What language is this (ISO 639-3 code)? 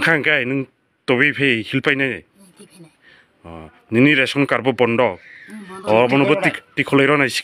trp